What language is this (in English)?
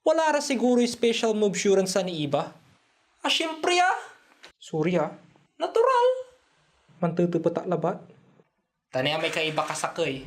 Pangasinan